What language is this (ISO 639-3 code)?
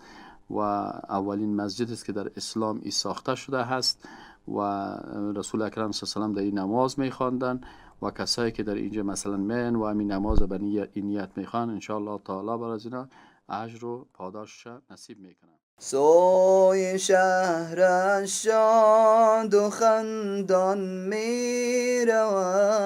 fas